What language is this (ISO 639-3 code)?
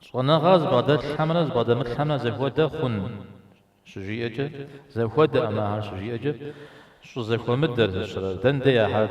kbd